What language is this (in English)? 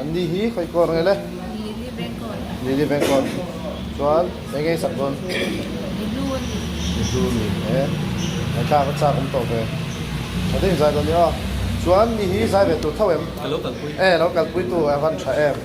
Mizo